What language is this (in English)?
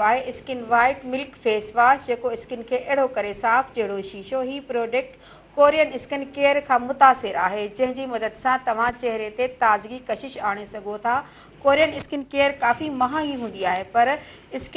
Sindhi